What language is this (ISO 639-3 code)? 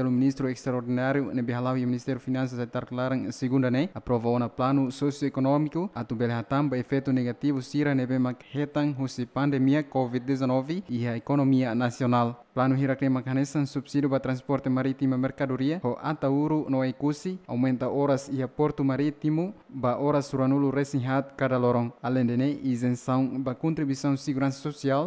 tet